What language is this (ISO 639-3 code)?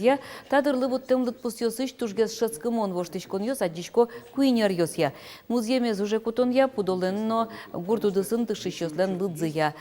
udm